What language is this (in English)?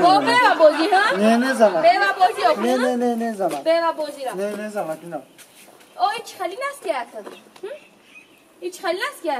Tajik